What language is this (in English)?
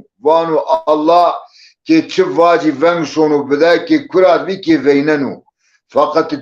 Zaza